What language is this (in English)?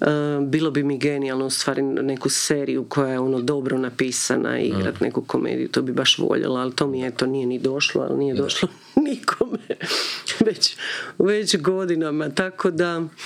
Croatian